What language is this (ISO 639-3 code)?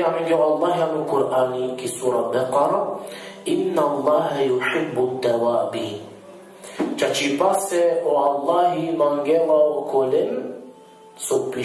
rmn